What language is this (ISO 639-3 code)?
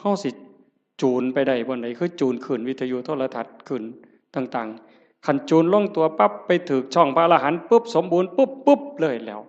tts